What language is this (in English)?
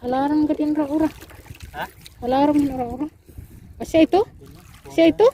Waray